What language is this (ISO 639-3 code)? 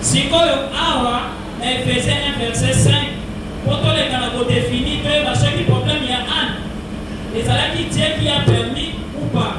lin